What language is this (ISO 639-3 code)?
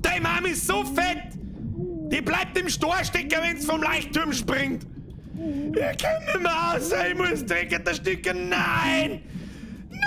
bar